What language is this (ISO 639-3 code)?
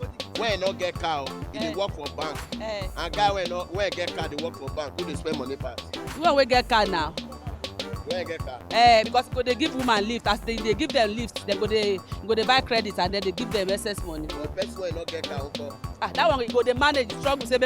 pcm